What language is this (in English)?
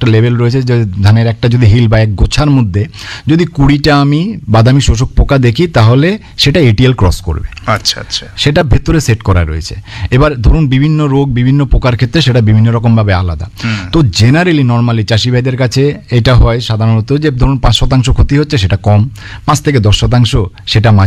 Bangla